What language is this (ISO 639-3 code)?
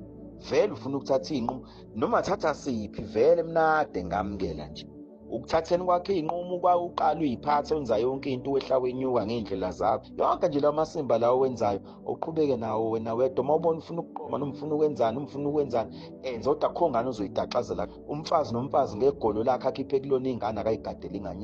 zul